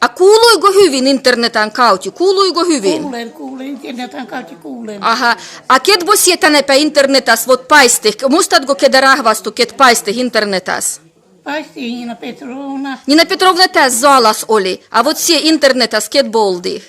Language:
Livvi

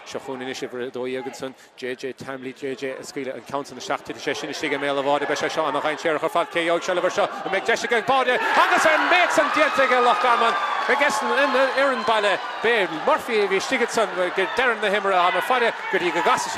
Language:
Irish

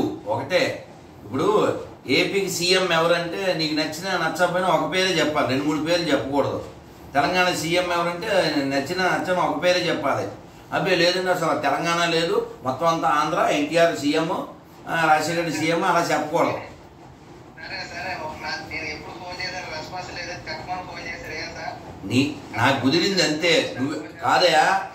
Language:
Telugu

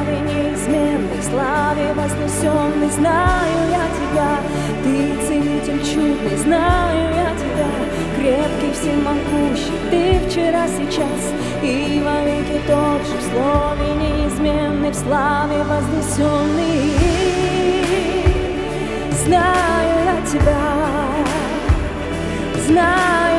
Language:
Russian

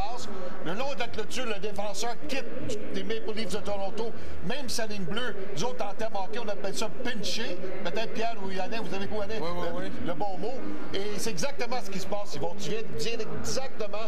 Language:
French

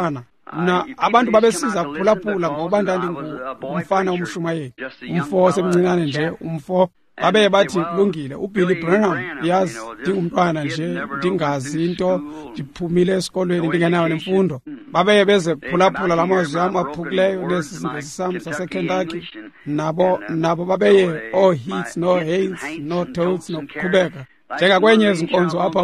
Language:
Xhosa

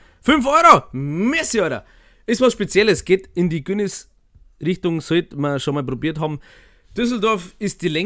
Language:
Bavarian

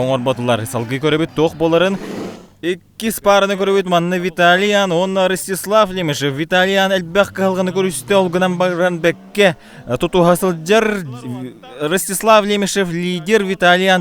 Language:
Yakut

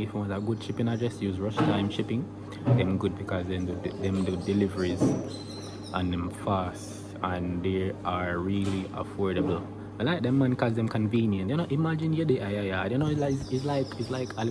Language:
Jamaican Creole English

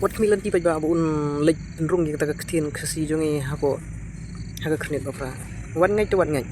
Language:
Khasi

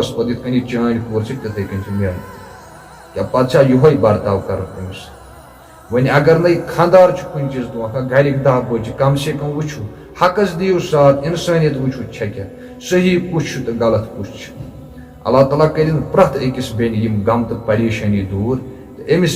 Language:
Kashmiri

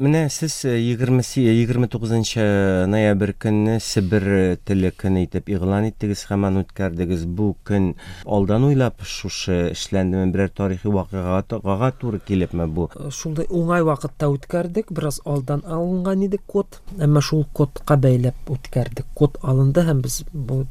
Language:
Tatar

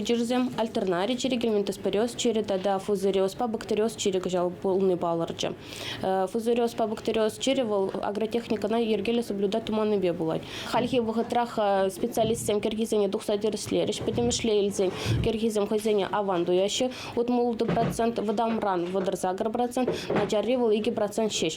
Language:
Chuvash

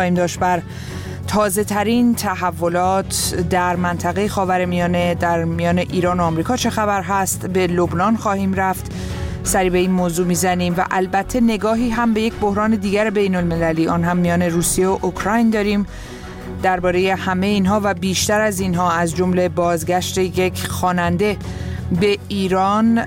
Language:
Persian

